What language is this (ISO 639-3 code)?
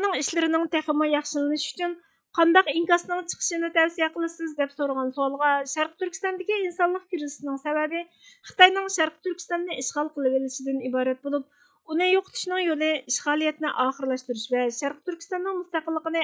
uig